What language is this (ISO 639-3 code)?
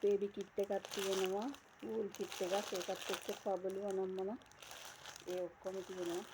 sin